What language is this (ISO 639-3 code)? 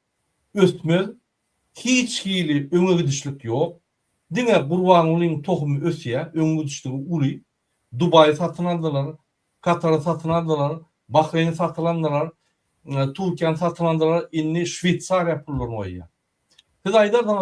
tuk